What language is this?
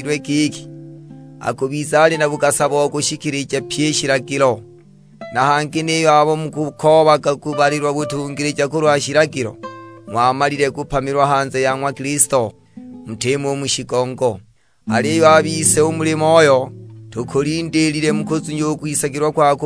Sukuma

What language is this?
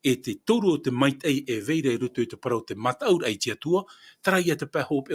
Tahitian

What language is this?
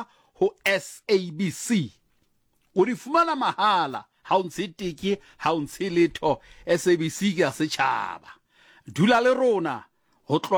Southern Sotho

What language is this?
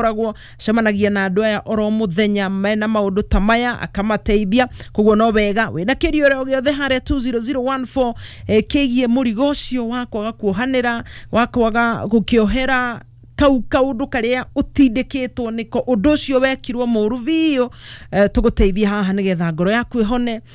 Kikuyu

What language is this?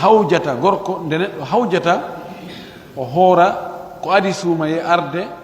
Fula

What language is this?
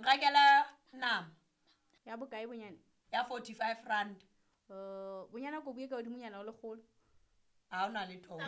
Southern Sotho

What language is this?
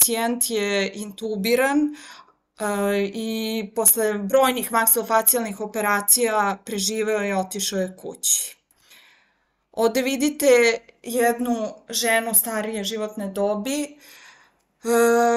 Serbian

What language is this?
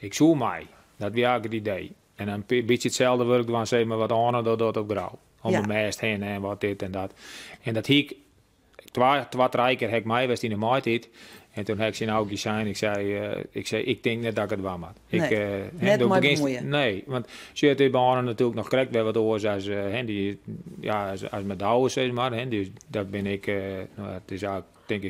Western Frisian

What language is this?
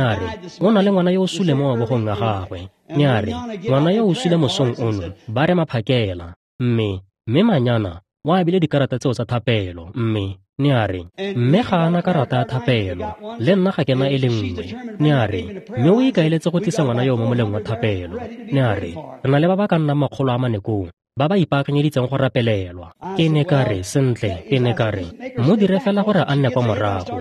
Tswana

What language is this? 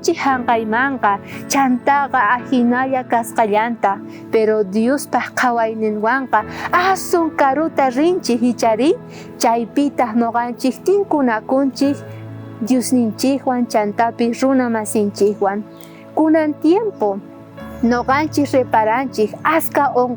South Bolivian Quechua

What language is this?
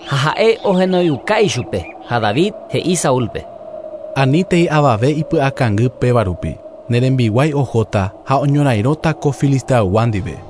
Guarani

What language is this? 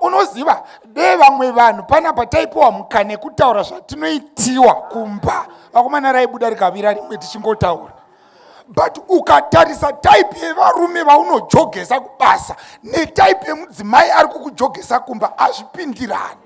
Shona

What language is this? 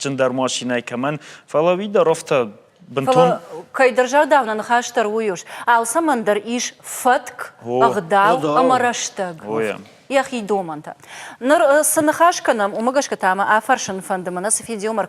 Ossetic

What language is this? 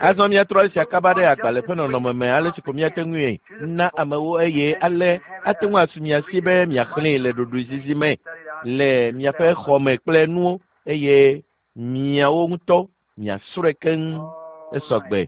Ewe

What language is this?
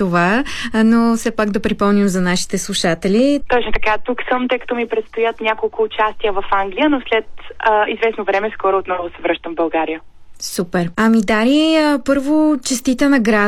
Bulgarian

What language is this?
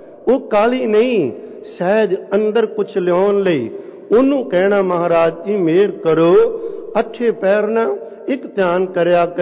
Punjabi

